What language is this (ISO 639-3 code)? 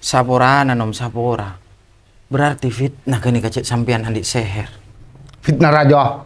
mad